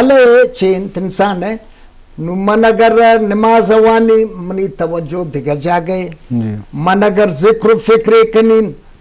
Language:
Baluchi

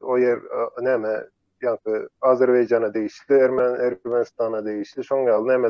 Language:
Turkmen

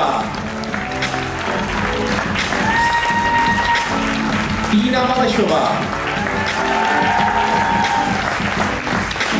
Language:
Czech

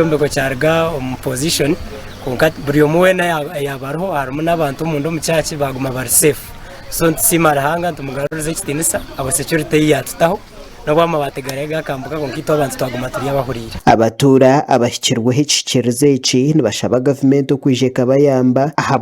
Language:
Nyankole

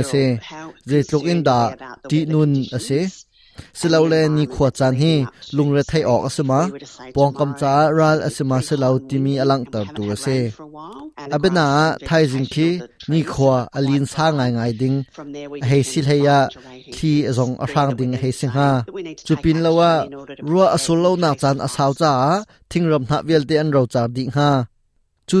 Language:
Hakha Chin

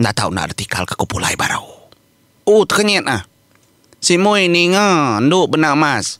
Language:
Iban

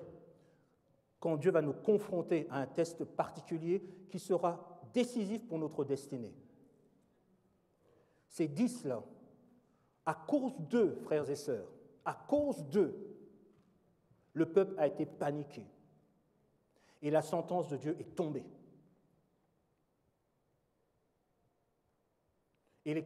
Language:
French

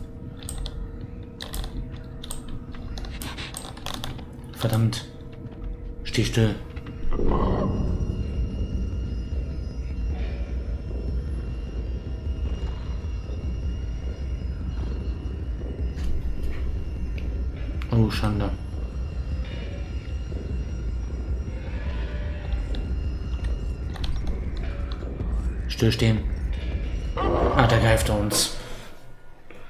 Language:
German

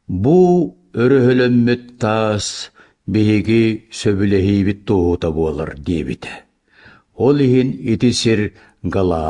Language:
Yakut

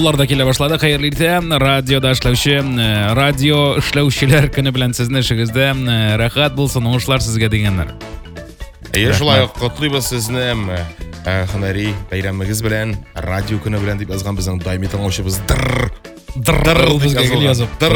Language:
Tatar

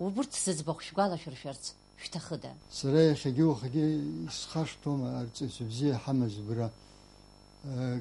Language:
Abkhazian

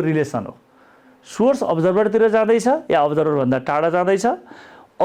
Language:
Nepali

